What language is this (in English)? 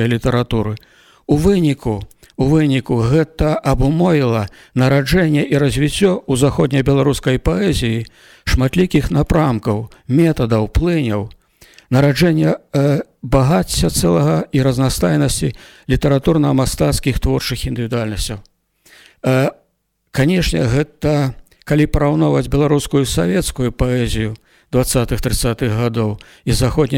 Belarusian